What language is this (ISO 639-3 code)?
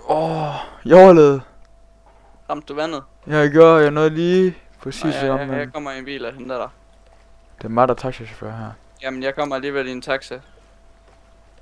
dan